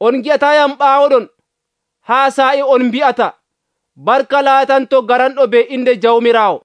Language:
Nigerian Fulfulde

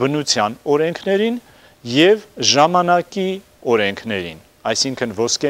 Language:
Armenian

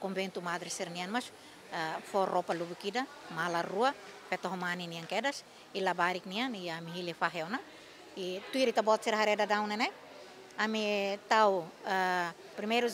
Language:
Tetum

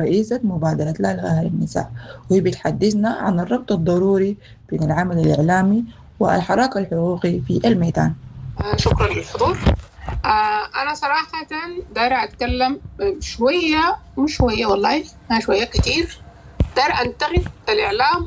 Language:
Sudanese Arabic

